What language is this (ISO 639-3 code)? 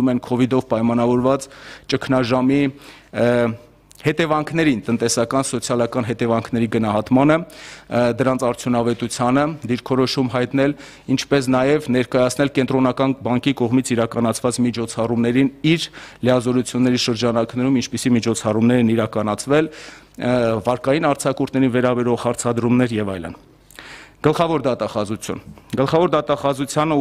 hye